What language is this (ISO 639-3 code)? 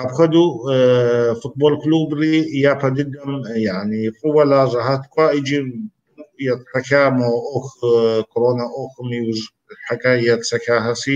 kbd